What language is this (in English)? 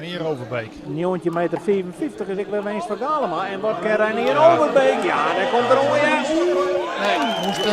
Western Frisian